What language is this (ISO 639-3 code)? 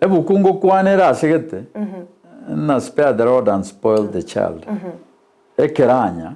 guz